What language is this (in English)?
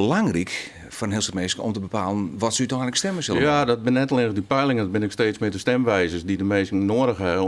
Western Frisian